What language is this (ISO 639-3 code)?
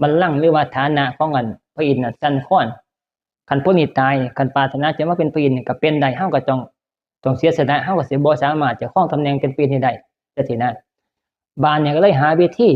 tts